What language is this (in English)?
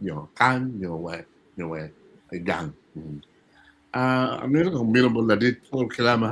Acoli